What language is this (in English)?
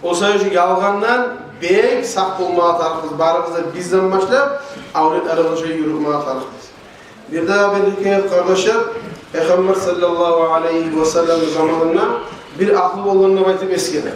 Kumyk